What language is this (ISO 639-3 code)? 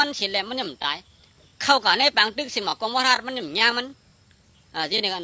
shn